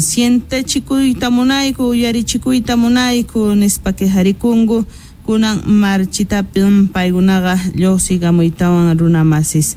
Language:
South Bolivian Quechua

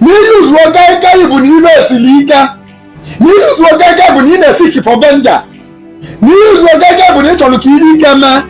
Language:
Igbo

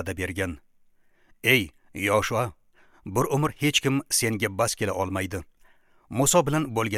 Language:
Uzbek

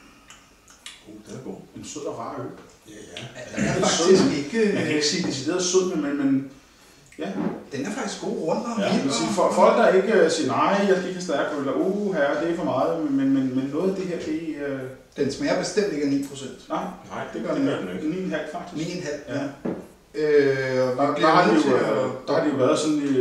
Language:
Danish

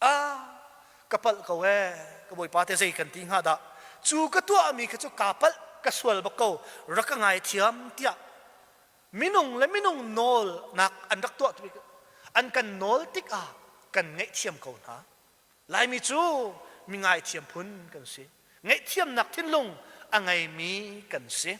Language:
Hakha Chin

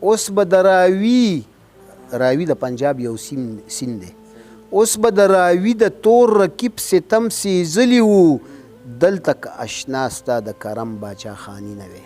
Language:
Pashto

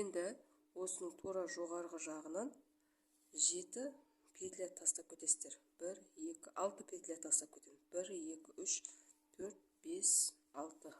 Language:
Kazakh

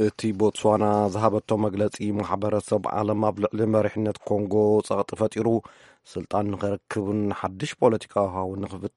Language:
Tigrinya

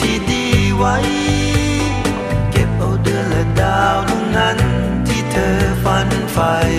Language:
Thai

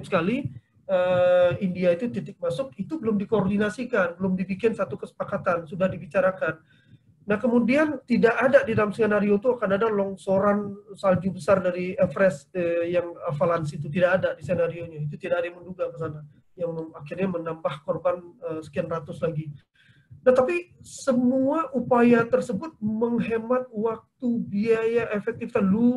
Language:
Indonesian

